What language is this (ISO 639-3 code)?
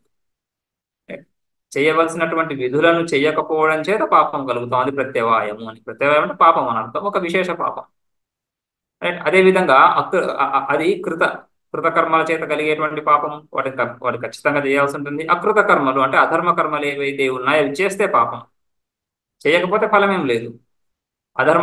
tel